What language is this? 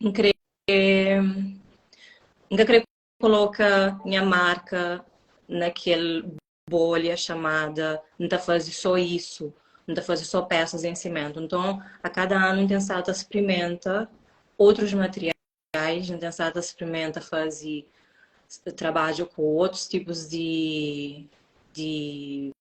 Kabuverdianu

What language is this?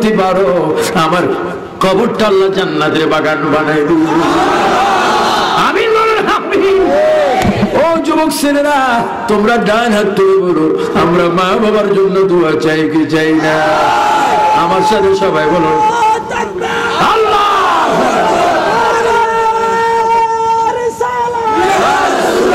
Bangla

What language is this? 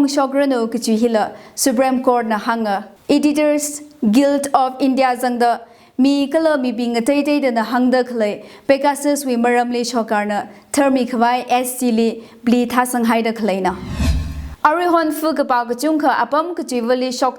Tangkhul Naga (India)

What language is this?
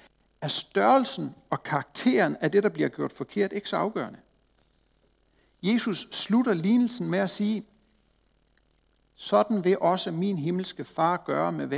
Danish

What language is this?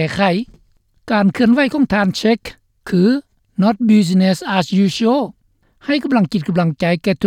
Lao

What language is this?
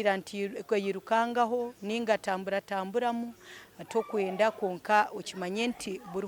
Nyankole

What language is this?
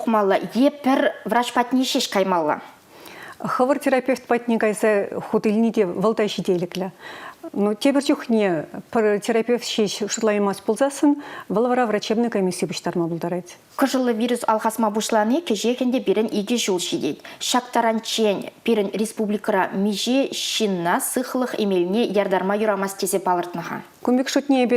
Chuvash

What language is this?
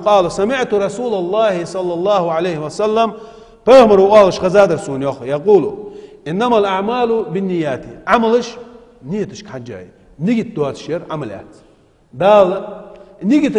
Ingush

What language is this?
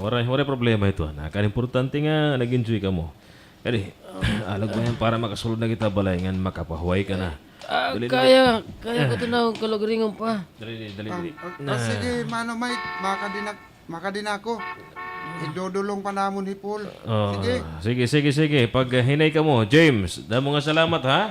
Waray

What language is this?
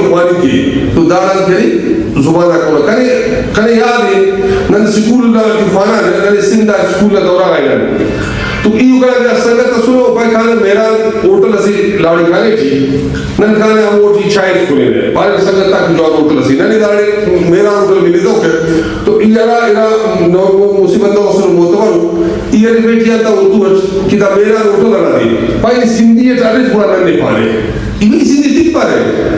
Brahui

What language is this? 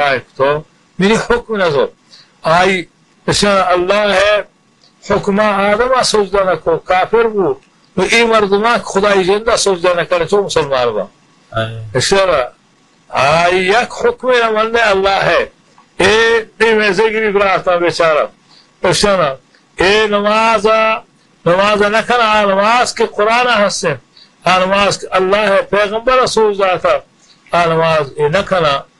Baluchi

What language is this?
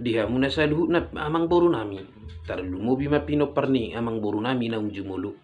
Batak Toba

